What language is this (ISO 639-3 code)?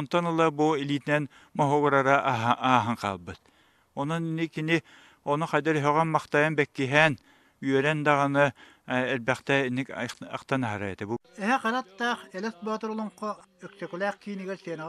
sah